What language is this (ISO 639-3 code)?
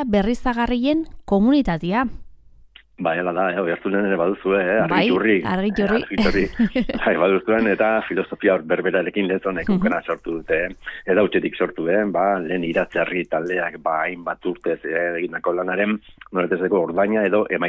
eus